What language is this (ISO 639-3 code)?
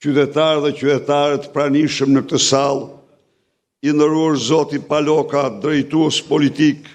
sqi